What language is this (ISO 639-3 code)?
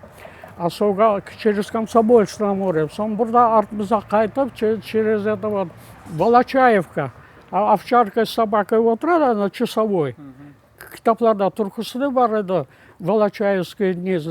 crh